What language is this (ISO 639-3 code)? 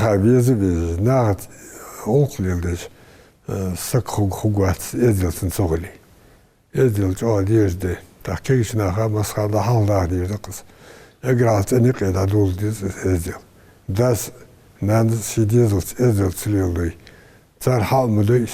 inh